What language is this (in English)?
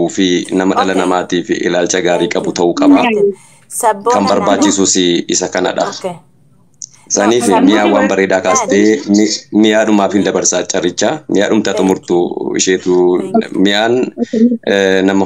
Oromo